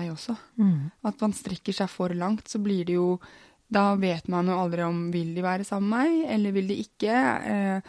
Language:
Norwegian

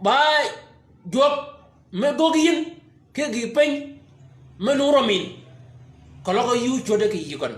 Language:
Shilluk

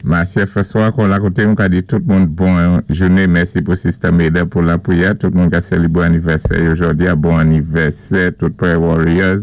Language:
Saint Lucian Creole French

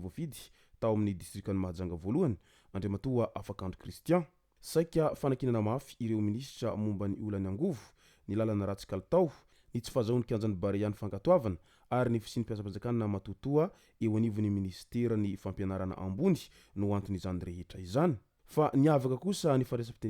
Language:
Malagasy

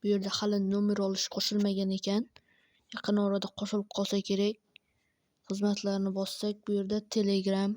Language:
Uzbek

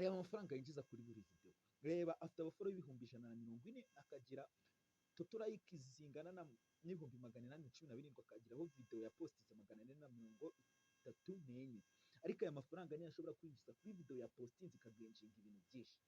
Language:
Kinyarwanda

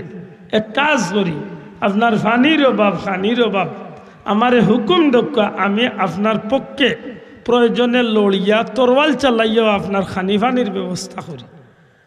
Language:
Sylheti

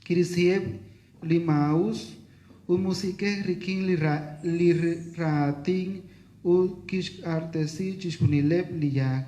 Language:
Kekchí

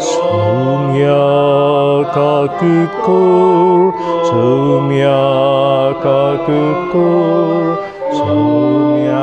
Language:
Konkani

